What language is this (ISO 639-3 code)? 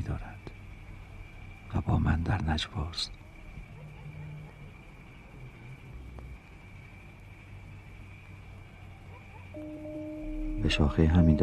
fas